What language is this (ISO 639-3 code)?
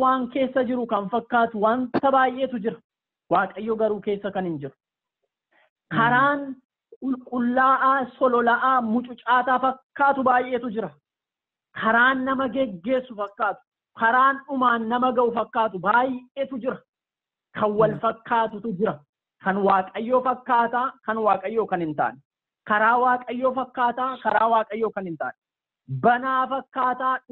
orm